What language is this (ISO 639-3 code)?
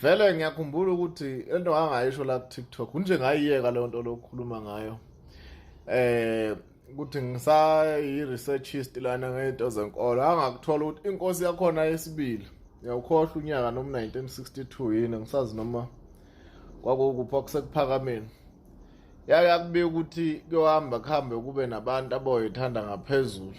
zul